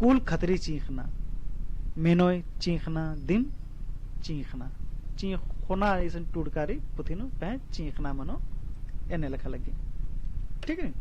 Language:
Kurukh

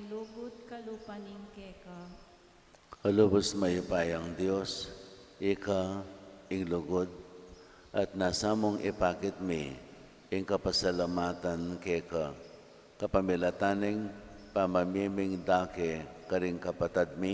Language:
Pampanga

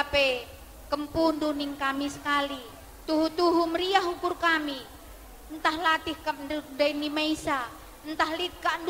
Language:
Batak Karo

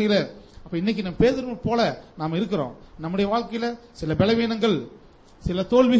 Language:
Tamil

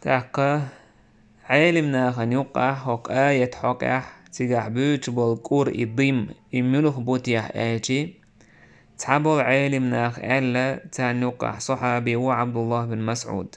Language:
Chechen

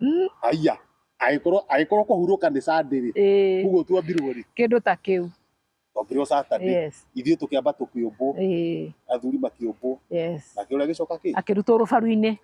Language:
Kikuyu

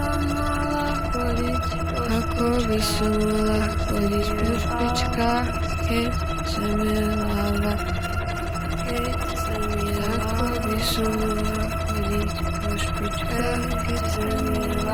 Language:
Slovak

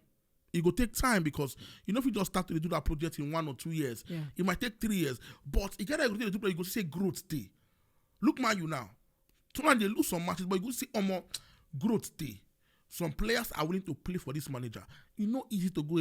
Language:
Nigerian Pidgin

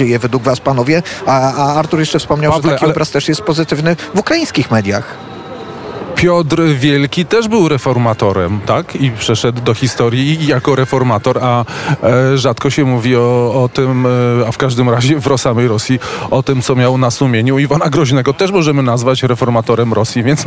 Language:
Polish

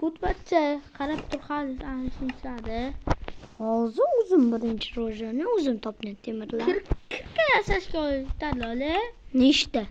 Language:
Uzbek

